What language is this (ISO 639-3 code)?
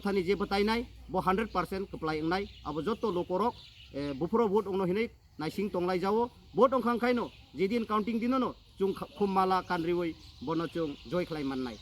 trp